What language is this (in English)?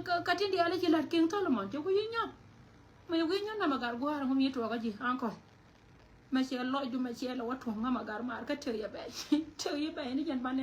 Nuer